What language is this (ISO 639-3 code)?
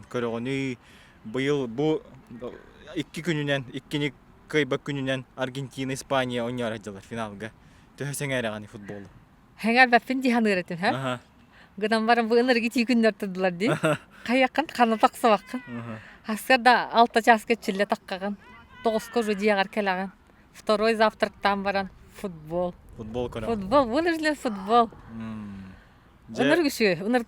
sah